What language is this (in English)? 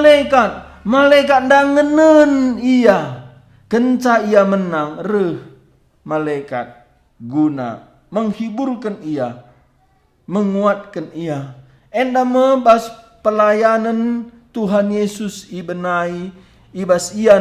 Batak Karo